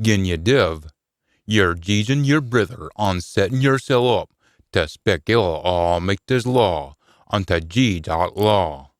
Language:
Scots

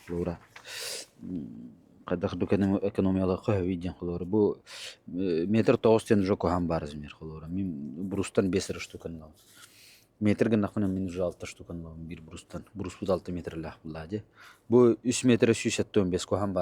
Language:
Yakut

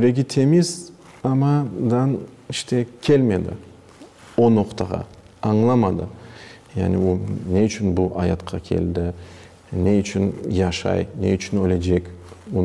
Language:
Crimean Tatar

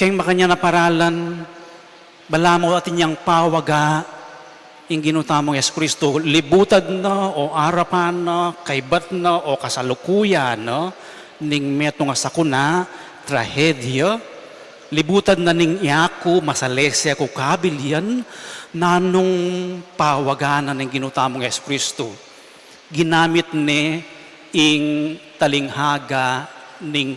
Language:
Pampanga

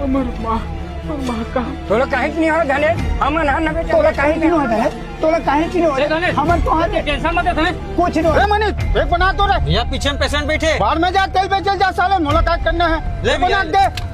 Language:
Chhattisgarhi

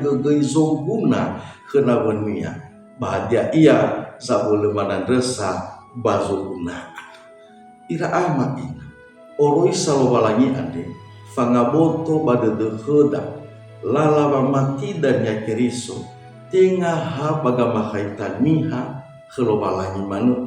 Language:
Nias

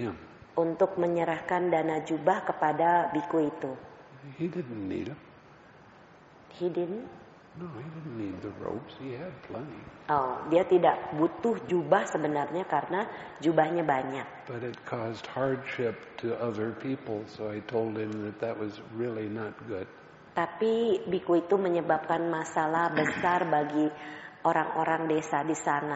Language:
Indonesian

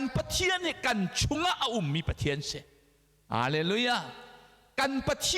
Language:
Hakha Chin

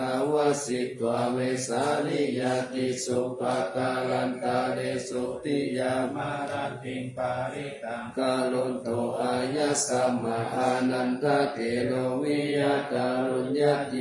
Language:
Pali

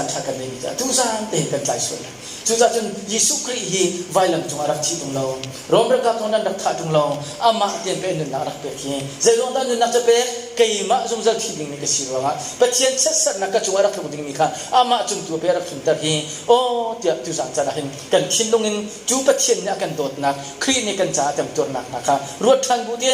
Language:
Hakha Chin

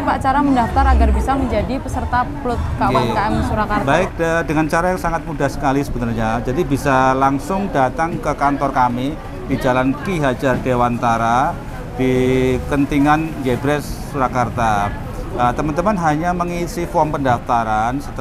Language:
Indonesian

